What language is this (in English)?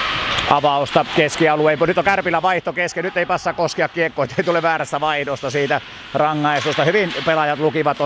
Finnish